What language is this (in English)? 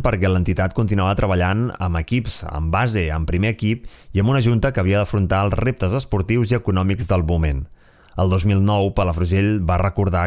Catalan